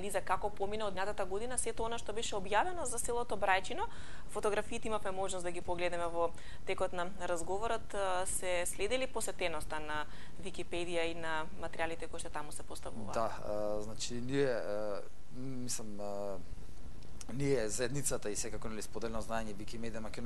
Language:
Macedonian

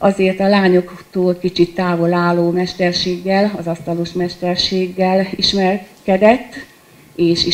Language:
Hungarian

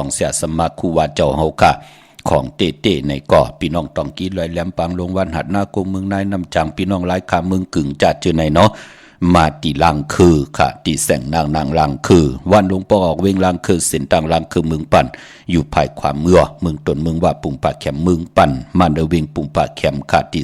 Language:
Shan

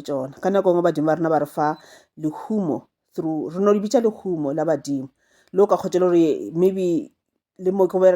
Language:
Northern Sotho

